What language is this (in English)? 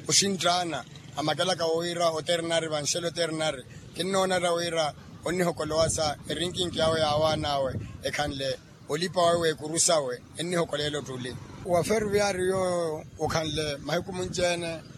Makhuwa